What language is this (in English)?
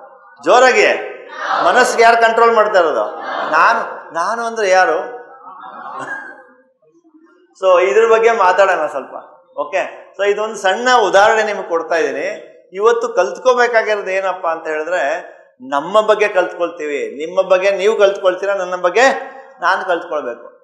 Kannada